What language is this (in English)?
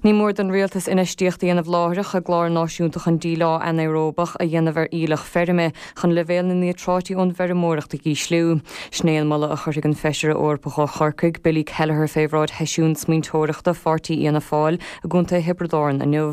Irish